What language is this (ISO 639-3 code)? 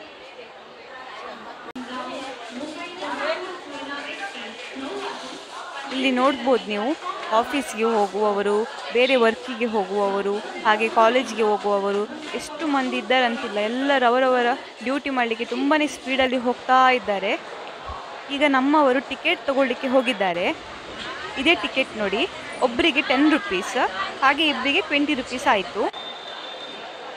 kan